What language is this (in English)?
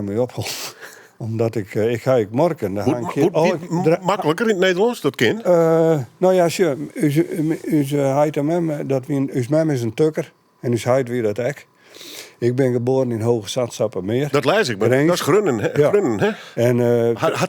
Western Frisian